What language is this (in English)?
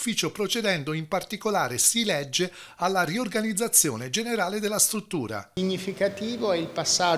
Italian